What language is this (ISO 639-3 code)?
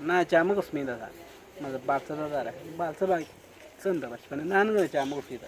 kwi